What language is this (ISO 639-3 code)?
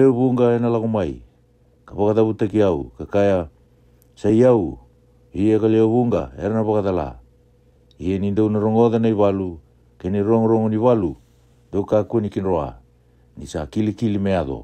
fij